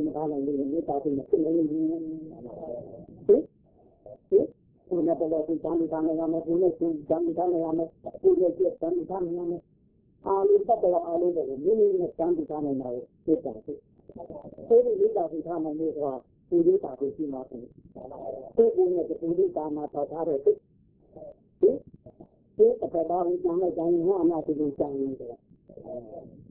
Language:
Burmese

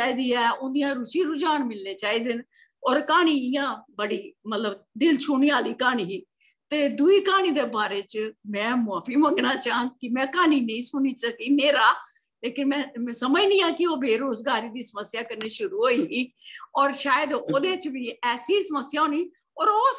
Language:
Dogri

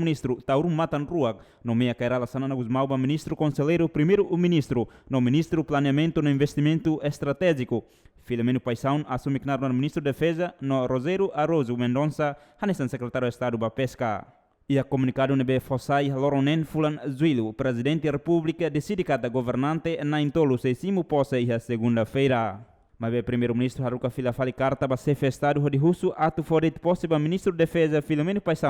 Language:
Tetum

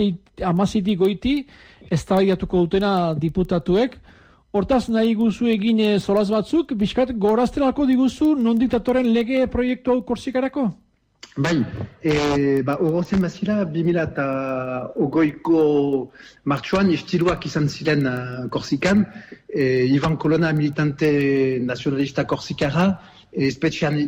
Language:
Basque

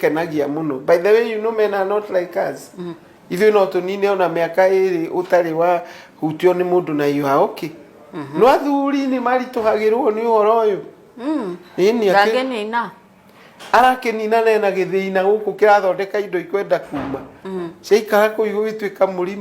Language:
Kikuyu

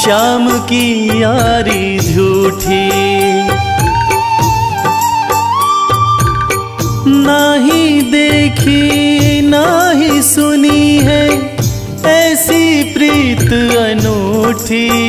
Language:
Hindi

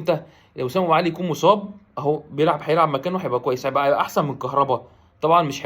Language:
Egyptian Arabic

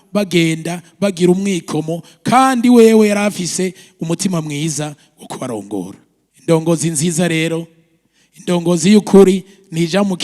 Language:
Rundi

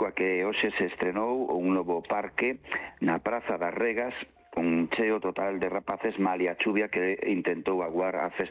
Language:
Galician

